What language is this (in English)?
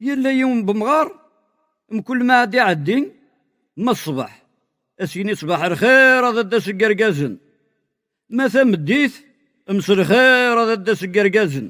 Kabyle